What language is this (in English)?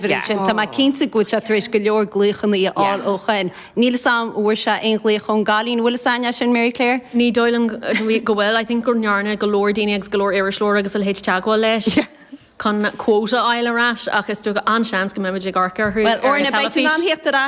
Irish